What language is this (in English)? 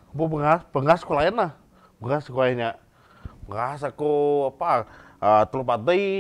Iban